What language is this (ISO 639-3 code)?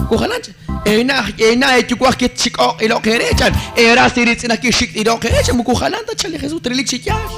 kek